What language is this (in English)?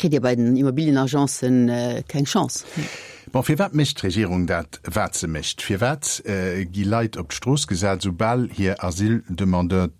Luxembourgish